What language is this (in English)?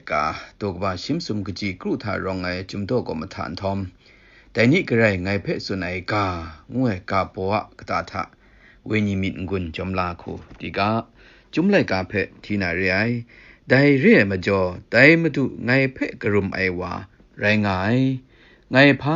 Kachin